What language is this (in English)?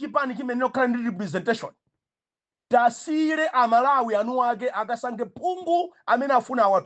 Nyanja